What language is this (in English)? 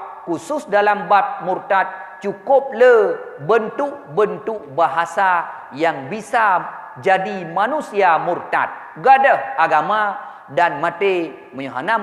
Achinese